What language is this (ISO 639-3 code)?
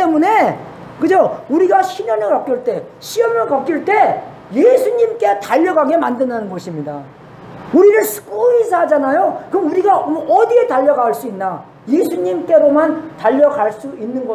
kor